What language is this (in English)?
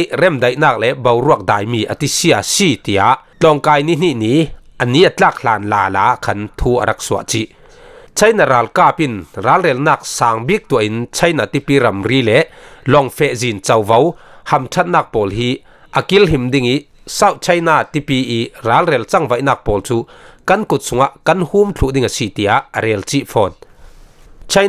Falam Chin